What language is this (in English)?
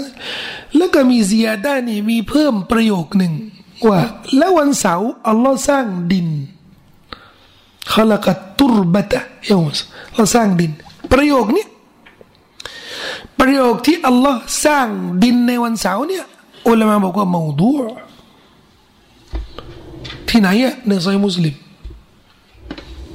Thai